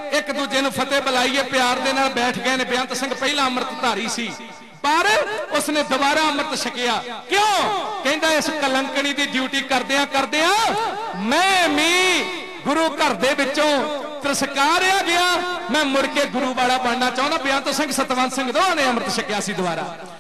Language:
Punjabi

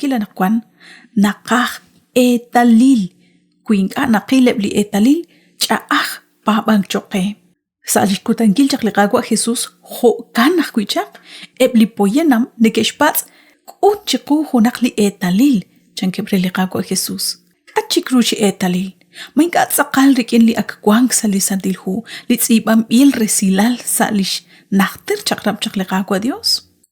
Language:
Kekchí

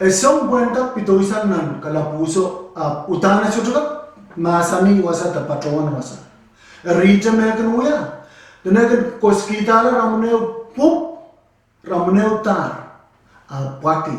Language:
Pohnpeian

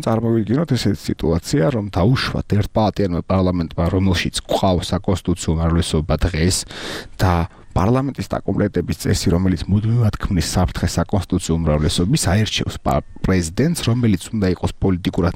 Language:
Georgian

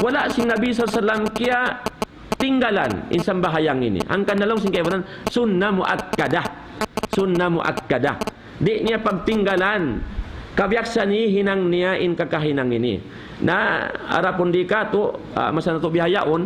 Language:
Tausug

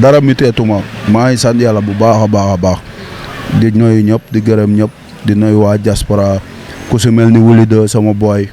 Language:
Wolof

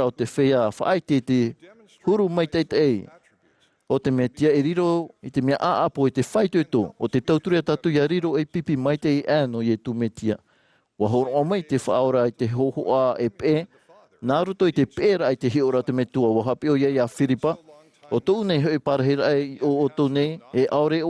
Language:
Tahitian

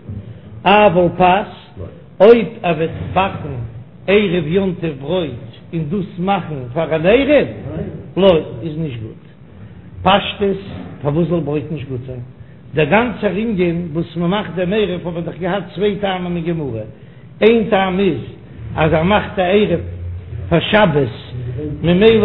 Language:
Yiddish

